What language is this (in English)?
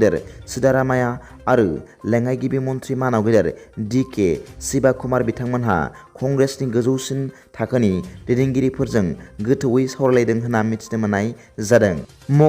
Bodo